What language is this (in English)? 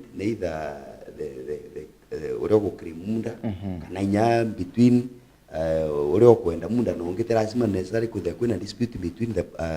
Meru